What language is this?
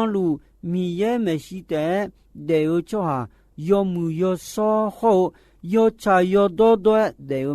Akha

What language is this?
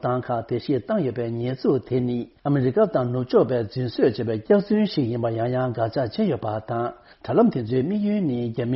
Tibetan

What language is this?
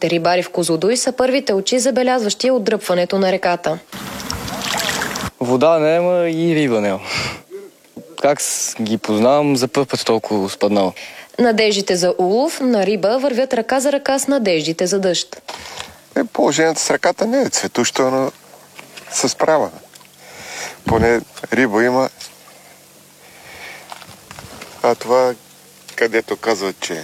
Bulgarian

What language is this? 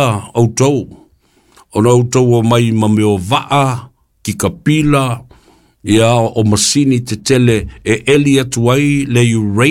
Samoan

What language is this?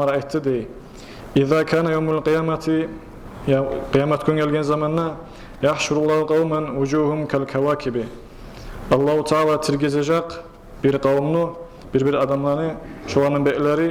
Kumyk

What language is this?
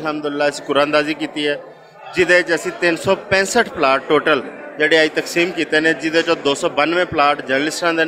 Western Panjabi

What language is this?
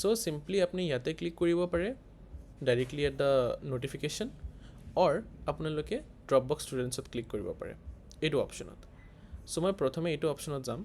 Assamese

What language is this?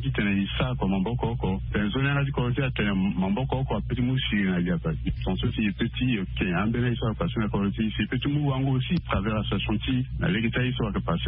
Sango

